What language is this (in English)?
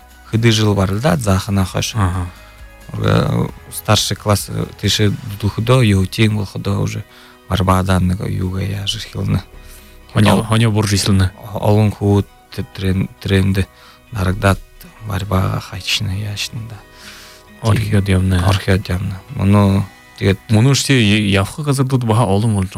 Buriat